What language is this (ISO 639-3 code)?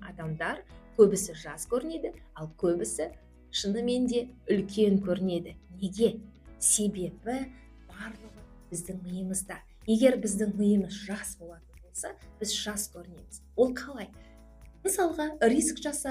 kaz